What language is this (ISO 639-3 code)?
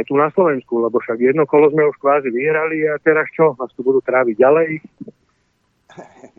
slk